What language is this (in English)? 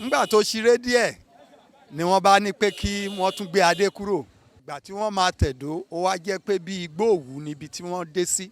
Yoruba